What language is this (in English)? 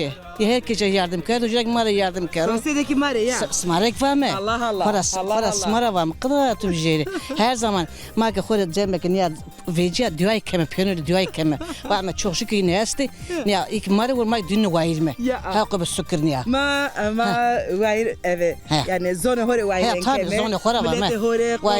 Zaza